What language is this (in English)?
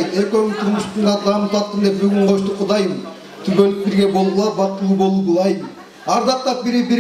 Kyrgyz